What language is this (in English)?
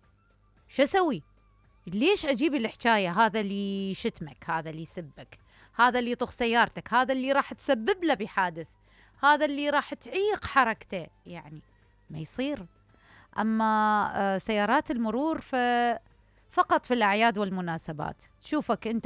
Mesopotamian Arabic